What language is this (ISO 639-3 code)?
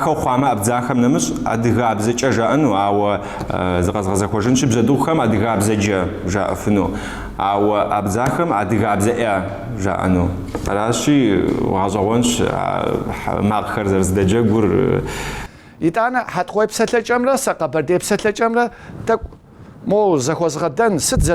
kbd